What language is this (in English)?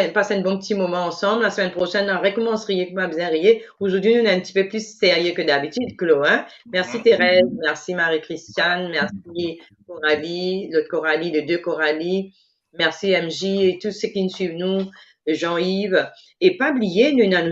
Morisyen